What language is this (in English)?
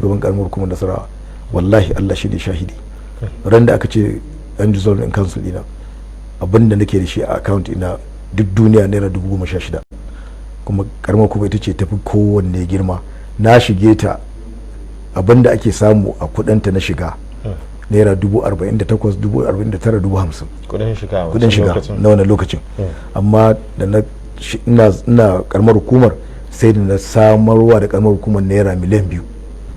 Hausa